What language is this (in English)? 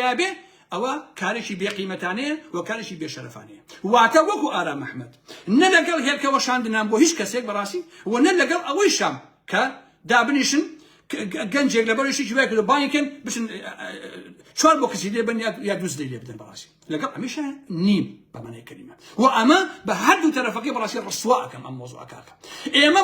Central Kurdish